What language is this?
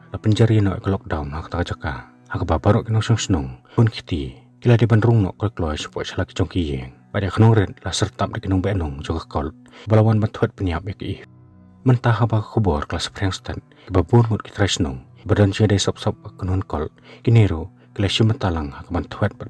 Khasi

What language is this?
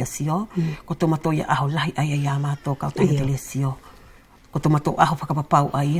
Wallisian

